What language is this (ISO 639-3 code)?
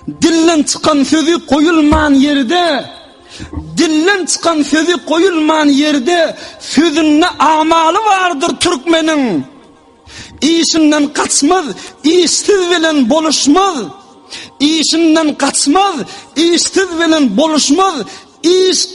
tuk